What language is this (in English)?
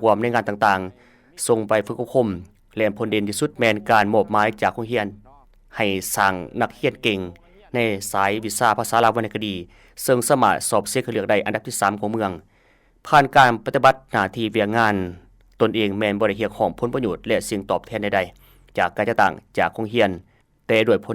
Lao